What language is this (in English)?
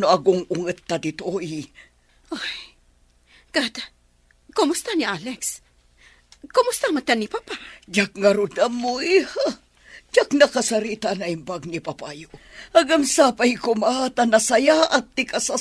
Iloko